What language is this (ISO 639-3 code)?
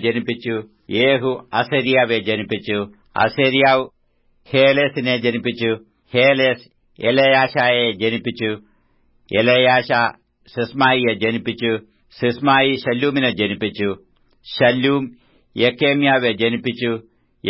mal